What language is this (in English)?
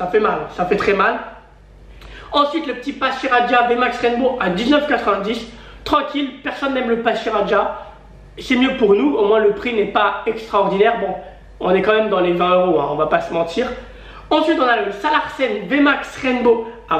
French